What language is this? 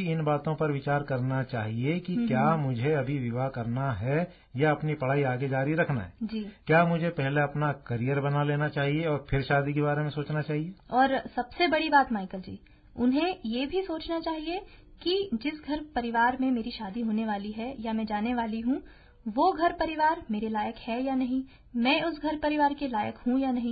Hindi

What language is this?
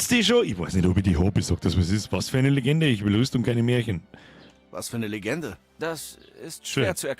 Bavarian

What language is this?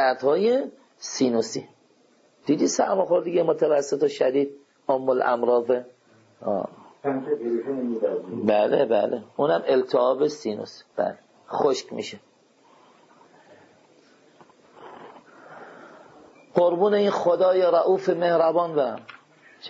Persian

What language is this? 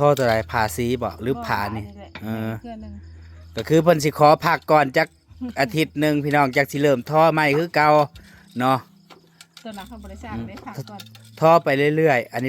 Northeastern Thai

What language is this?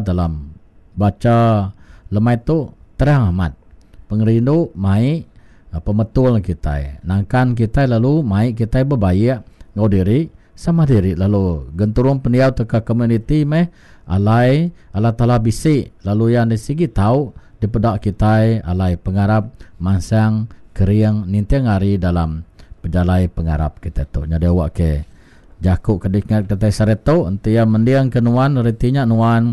Iban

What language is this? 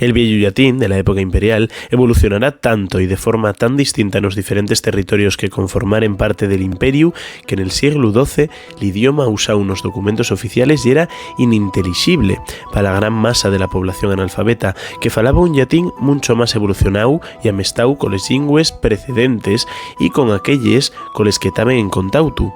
Asturian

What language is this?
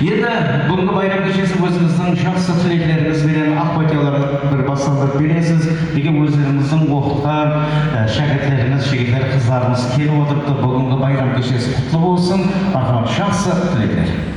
Kara-Kalpak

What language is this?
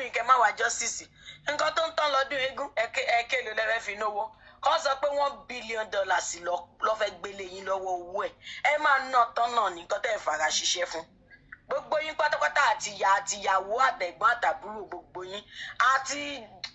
Yoruba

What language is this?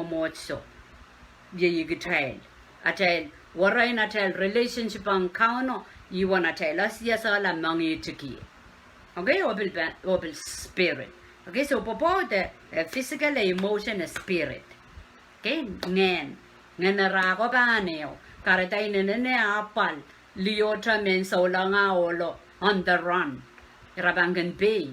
Pohnpeian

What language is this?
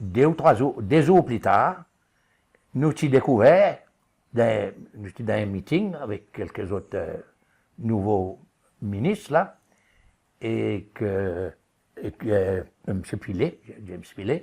Seselwa Creole French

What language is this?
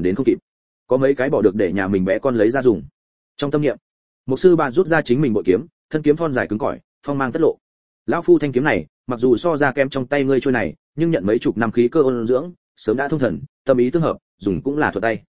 Vietnamese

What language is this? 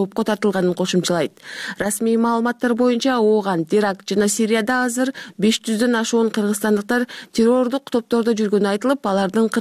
Kyrgyz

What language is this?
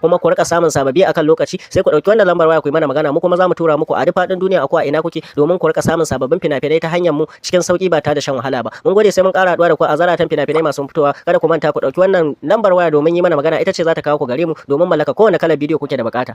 Hausa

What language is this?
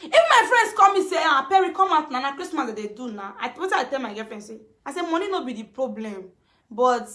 Nigerian Pidgin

